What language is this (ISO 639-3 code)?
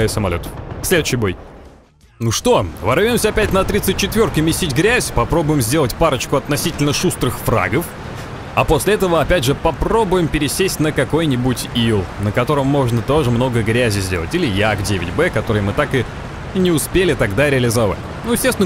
rus